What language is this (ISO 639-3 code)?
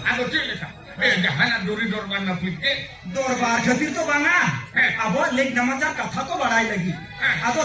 sat